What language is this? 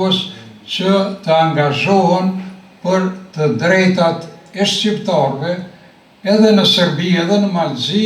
Albanian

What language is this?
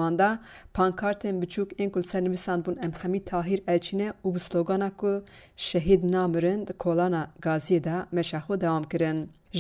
Kurdish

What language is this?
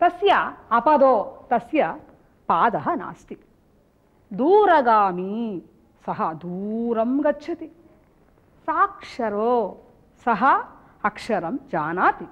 Sanskrit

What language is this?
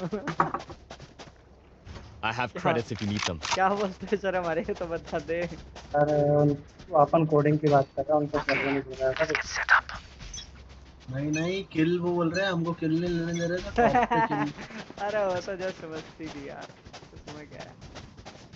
Hindi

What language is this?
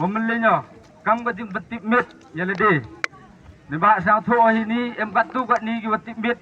Khasi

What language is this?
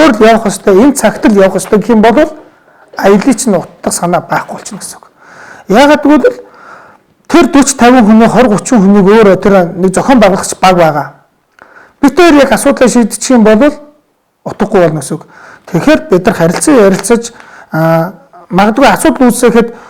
Mongolian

